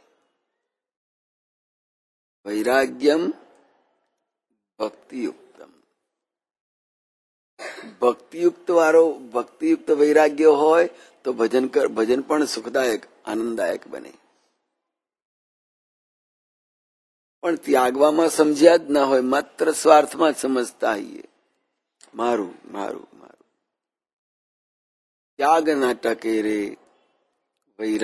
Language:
Gujarati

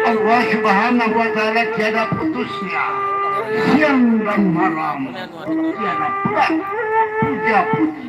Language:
Sasak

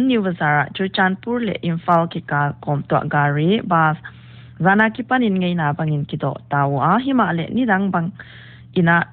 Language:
Paite Chin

